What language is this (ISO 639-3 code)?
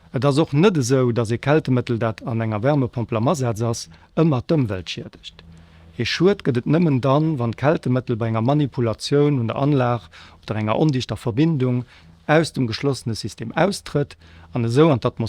ltz